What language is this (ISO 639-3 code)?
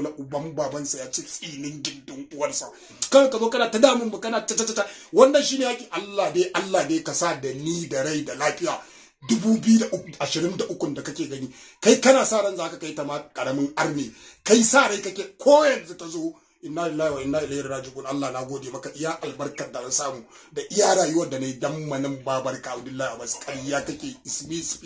hau